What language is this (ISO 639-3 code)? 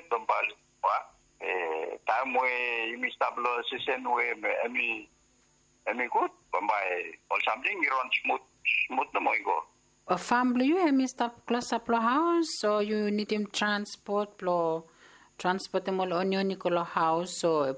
bis